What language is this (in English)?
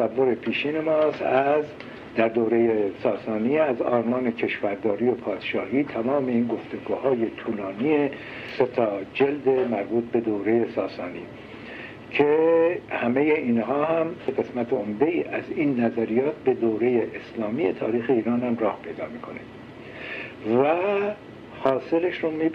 Persian